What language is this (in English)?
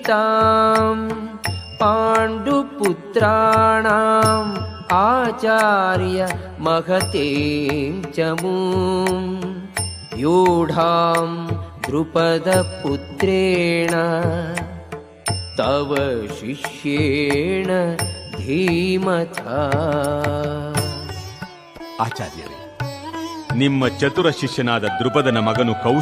Kannada